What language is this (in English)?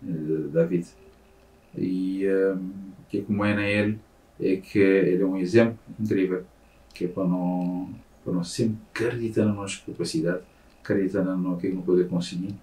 Kabuverdianu